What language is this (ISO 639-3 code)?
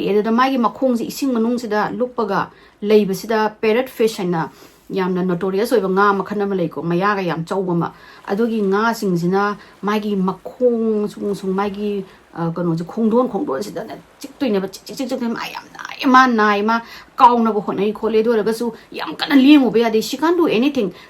mni